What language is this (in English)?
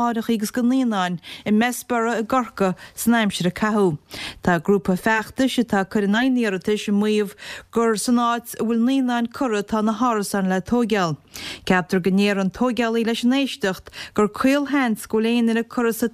Irish